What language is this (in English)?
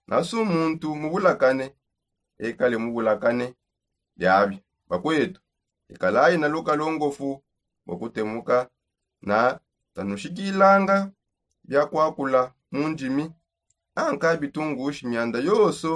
Songe